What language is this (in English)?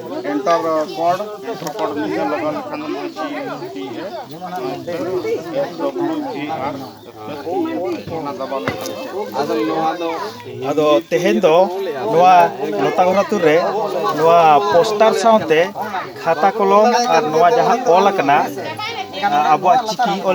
Santali